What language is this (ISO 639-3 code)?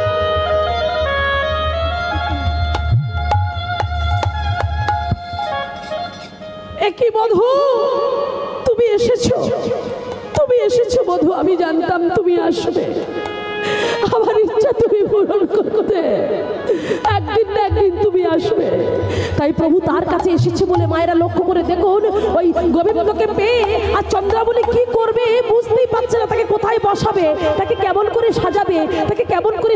ben